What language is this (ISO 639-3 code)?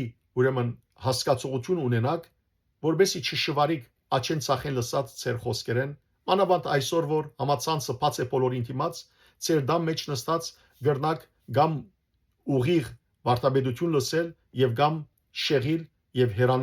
hyw